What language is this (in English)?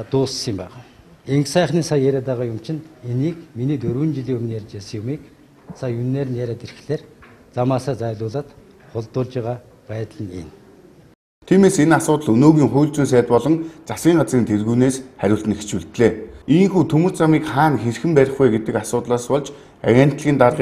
Mongolian